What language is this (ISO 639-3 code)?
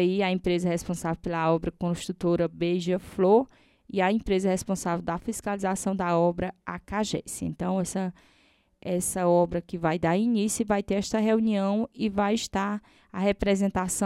por